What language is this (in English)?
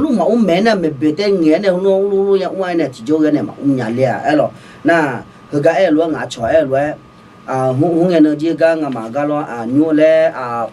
Akha